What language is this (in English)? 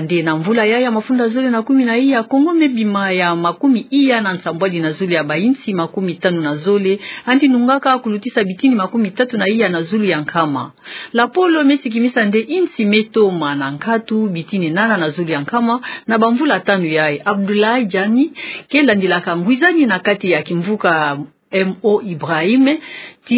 Kituba (Democratic Republic of Congo)